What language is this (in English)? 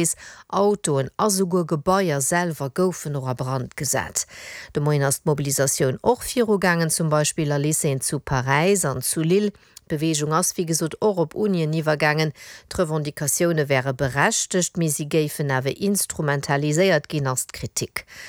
Luxembourgish